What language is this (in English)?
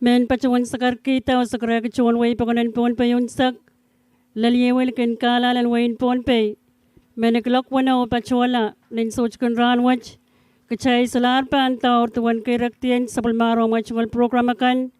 Pohnpeian